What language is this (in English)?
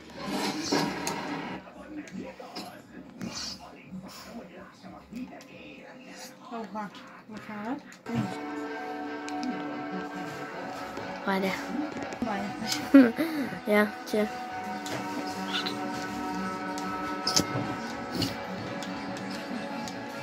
Hungarian